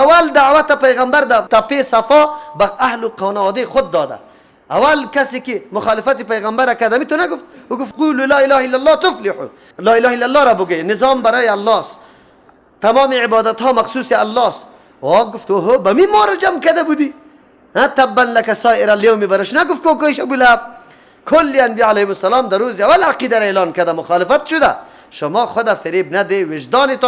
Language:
Persian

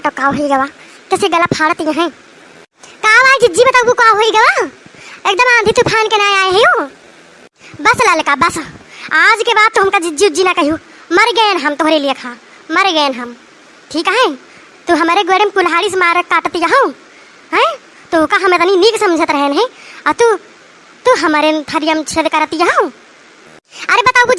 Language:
Awadhi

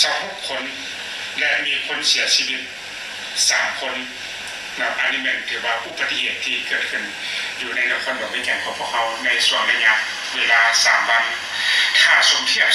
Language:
Lao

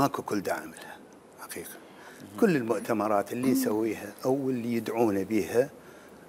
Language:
Mesopotamian Arabic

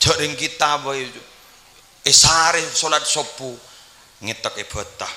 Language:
Madurese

